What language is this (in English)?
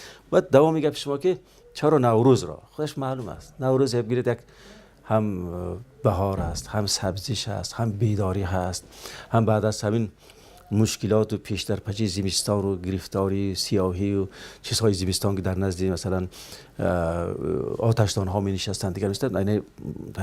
Tajik